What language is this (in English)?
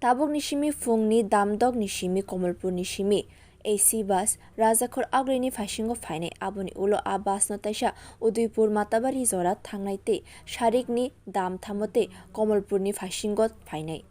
Kok Borok